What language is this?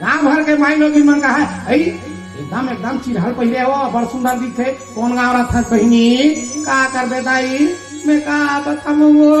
Chhattisgarhi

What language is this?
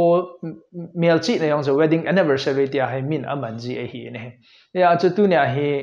Thado Chin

